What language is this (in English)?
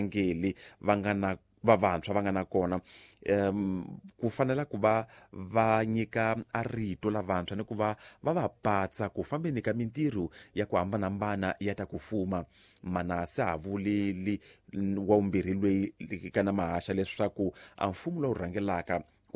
Tsonga